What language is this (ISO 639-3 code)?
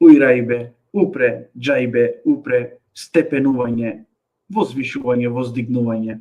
rmn